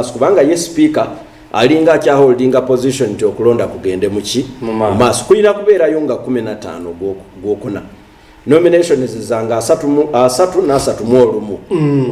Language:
Ganda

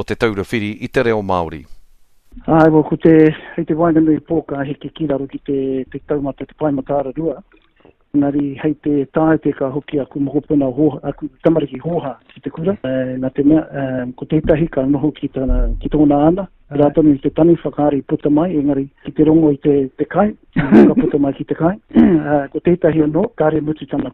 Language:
Māori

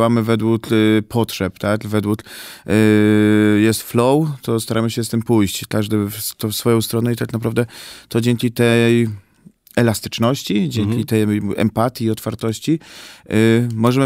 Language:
Polish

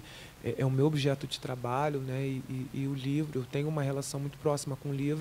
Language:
Portuguese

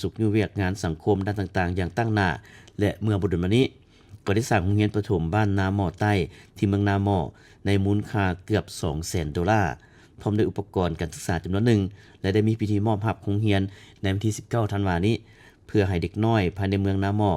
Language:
Lao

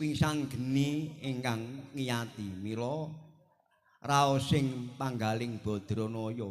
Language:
Javanese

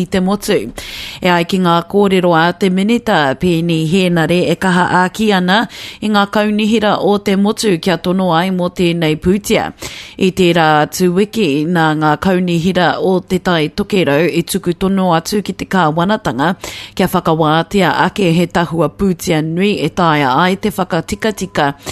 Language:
Māori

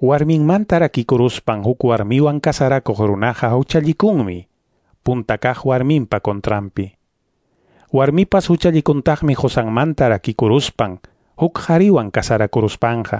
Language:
Quechua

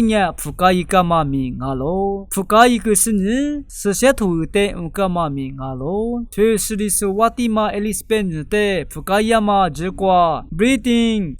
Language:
Lisu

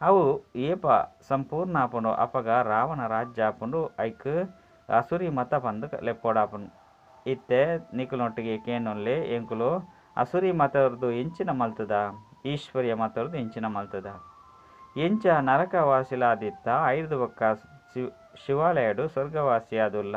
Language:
Tulu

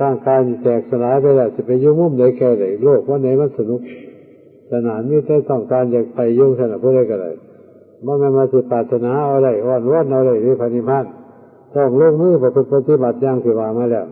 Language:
Northeastern Thai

